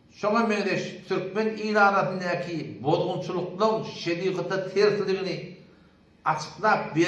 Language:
Turkmen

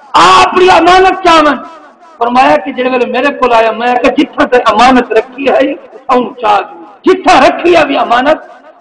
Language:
Saraiki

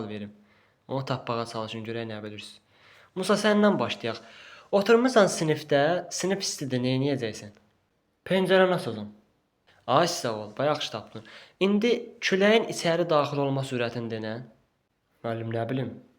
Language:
Azerbaijani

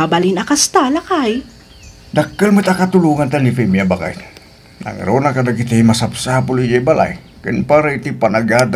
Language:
Iloko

